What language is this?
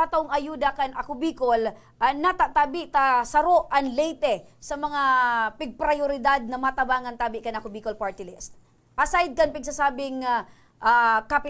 Bikol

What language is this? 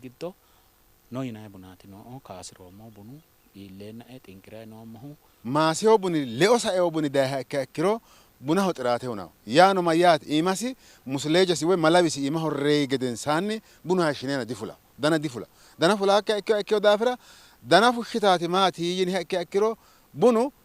Sidamo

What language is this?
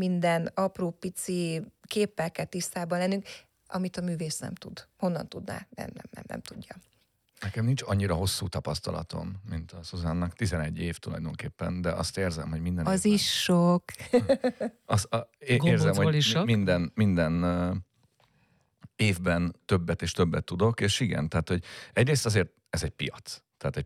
Hungarian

